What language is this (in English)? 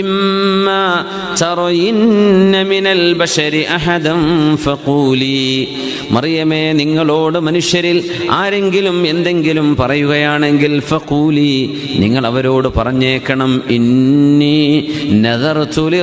Malayalam